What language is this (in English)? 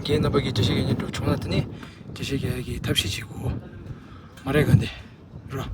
Tibetan